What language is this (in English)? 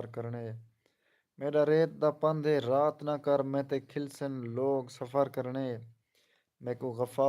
Saraiki